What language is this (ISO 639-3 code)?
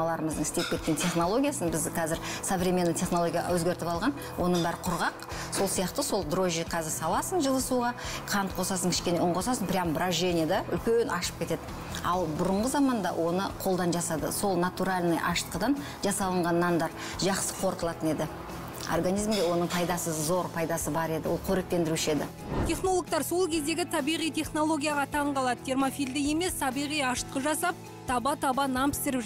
kaz